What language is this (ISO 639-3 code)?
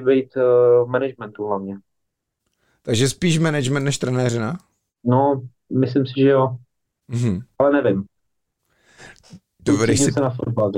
ces